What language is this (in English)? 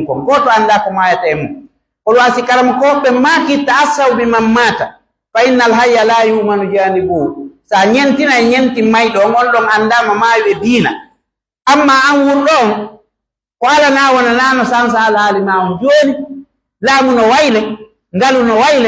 Pular